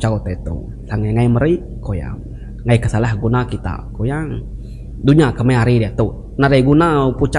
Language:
Iban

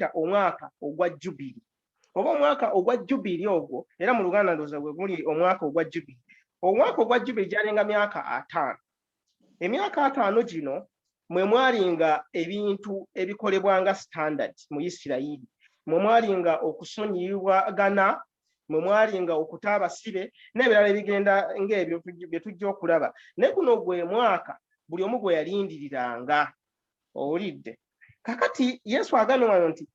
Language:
Ganda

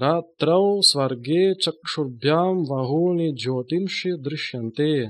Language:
Sanskrit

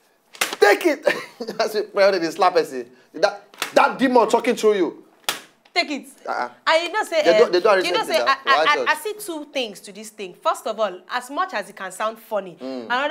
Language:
Nigerian Pidgin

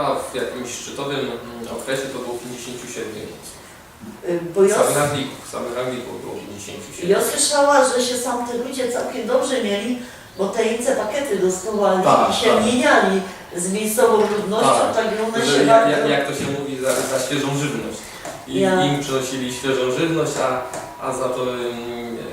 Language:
Silesian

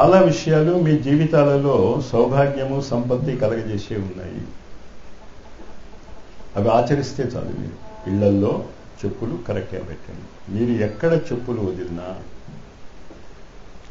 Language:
Telugu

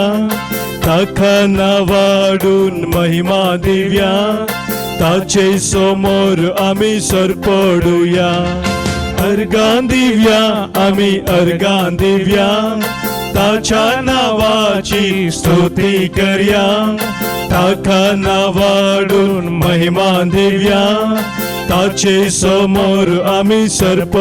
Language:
Konkani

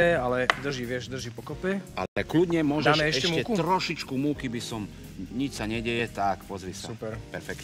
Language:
Slovak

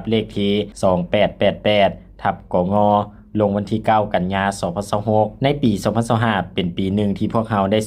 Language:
Lao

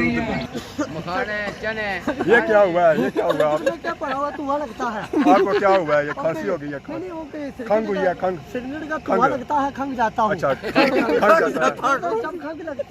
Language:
Pahari-Potwari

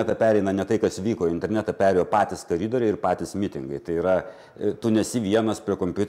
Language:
Lithuanian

